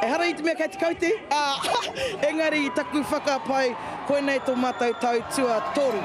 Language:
Māori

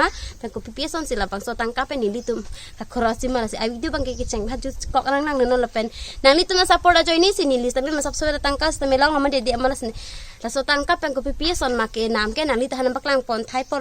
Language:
Karbi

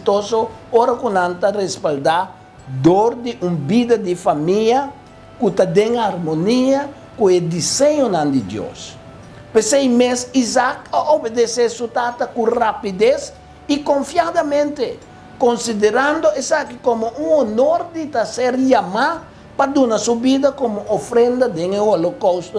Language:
Papiamento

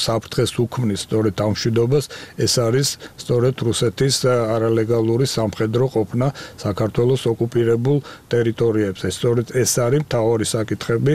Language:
Georgian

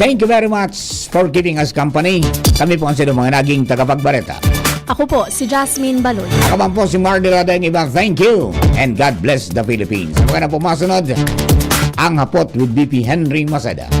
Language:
Bikol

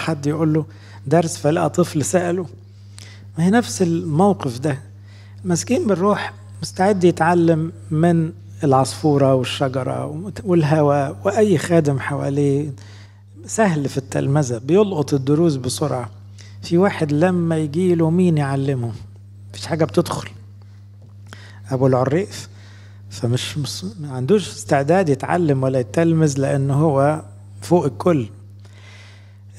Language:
Egyptian Arabic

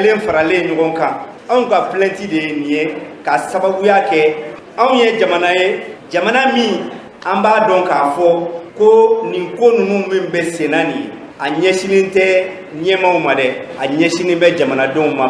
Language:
Bambara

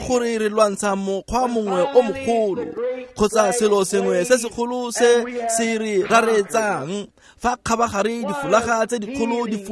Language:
Tswana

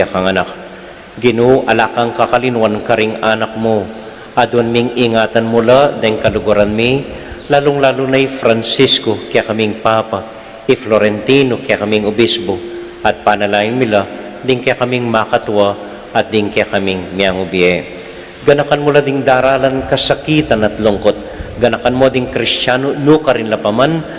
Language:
Pampanga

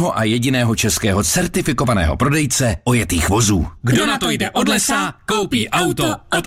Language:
Czech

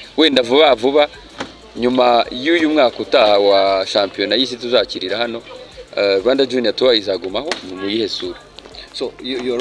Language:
Kinyarwanda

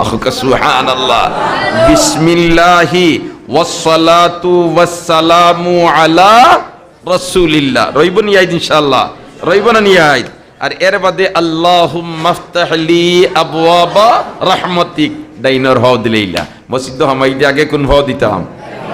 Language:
Sylheti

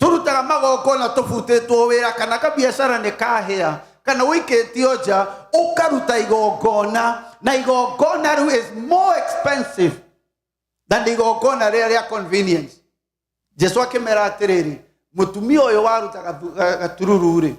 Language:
Kikuyu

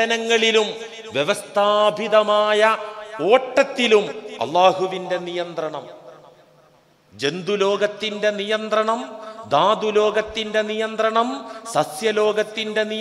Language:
Malayalam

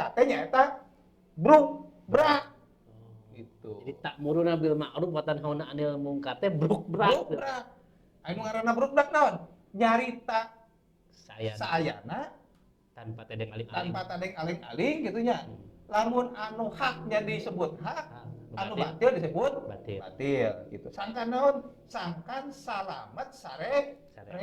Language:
Sundanese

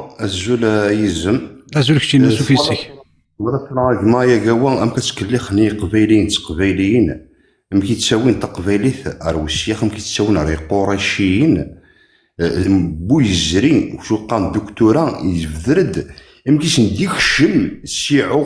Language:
Kabyle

